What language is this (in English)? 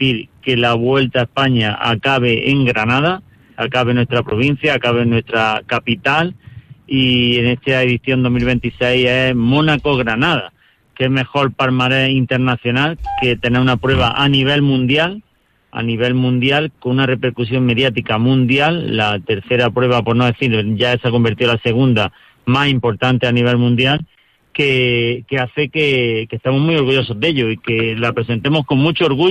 Spanish